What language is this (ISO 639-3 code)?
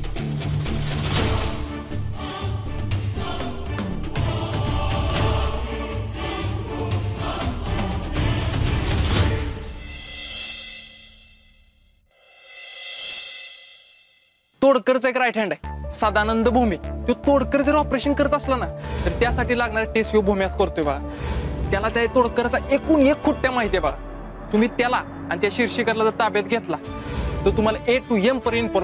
mar